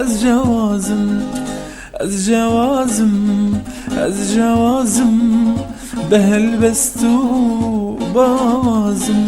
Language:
Kurdish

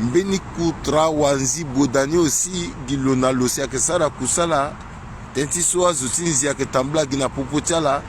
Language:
Sango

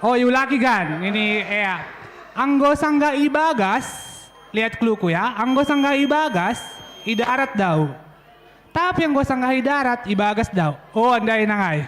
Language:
Batak Simalungun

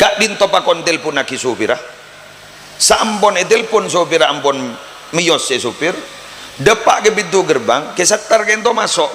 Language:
Madurese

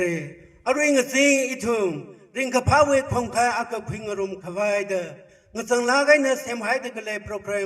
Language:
Tangkhul Naga (India)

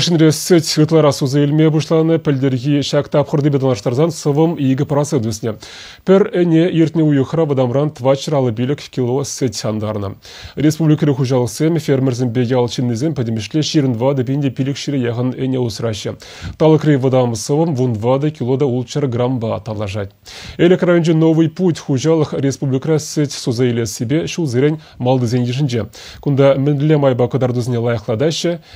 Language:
Chuvash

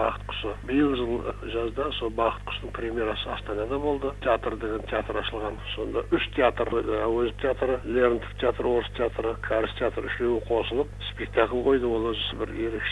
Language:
Kazakh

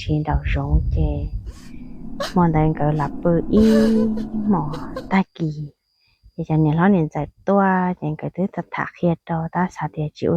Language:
Hmong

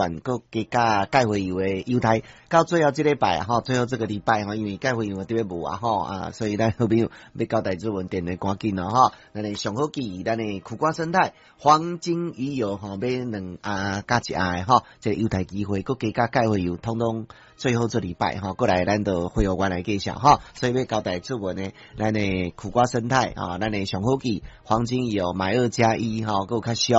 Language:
Min Nan Chinese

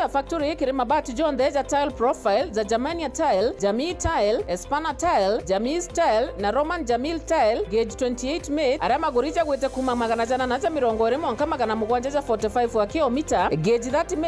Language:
Meru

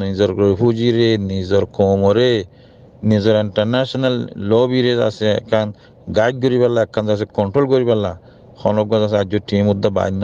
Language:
Rohingya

